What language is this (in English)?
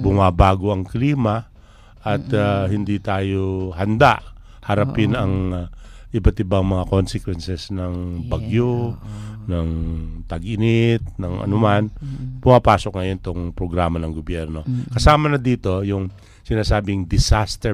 Filipino